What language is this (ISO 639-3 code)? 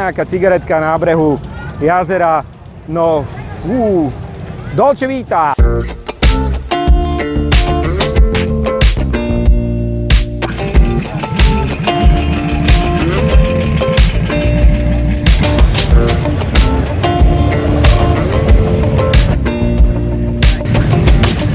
slk